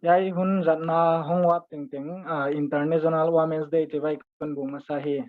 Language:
Paite Chin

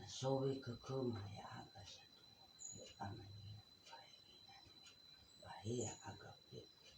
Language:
Nias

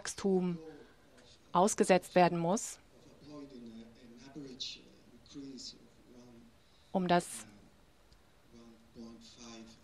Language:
German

